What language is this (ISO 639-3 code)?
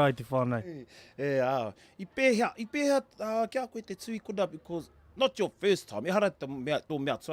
mri